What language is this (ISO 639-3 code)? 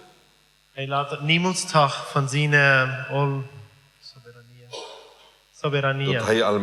pdt